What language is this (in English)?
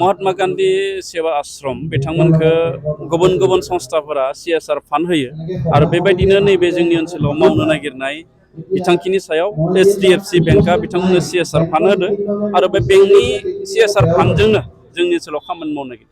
Bodo